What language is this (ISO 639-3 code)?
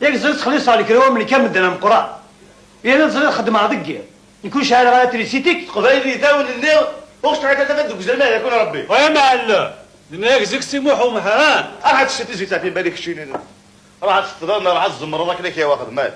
kab